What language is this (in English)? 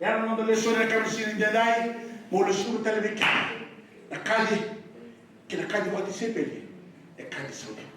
Fijian